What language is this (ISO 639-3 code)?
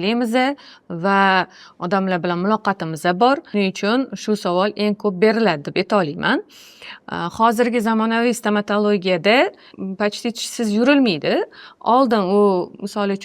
uzb